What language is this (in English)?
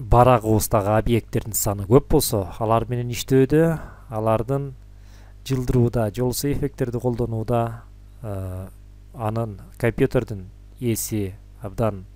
Kyrgyz